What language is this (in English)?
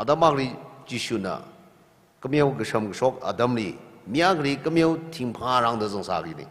Tangkhul Naga (India)